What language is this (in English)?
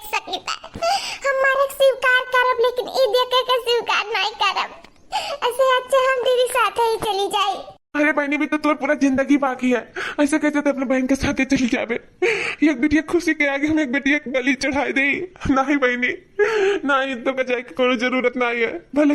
Awadhi